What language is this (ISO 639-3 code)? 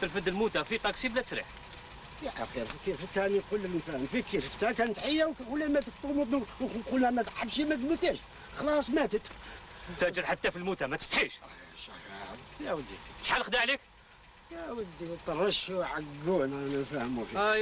arq